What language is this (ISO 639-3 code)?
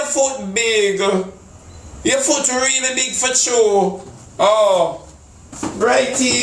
jam